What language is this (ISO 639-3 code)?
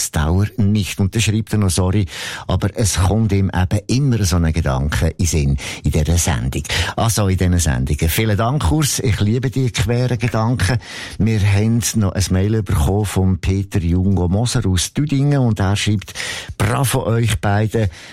deu